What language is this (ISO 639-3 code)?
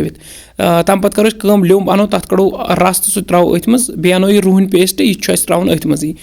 kas